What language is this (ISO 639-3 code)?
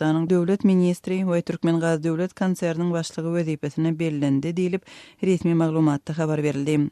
tuk